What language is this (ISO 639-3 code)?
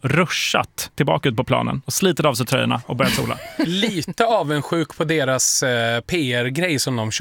swe